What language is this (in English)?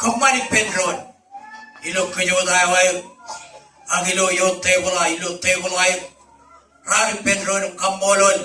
Marshallese